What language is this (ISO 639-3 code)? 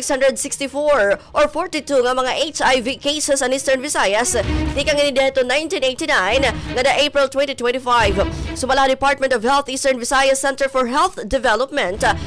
war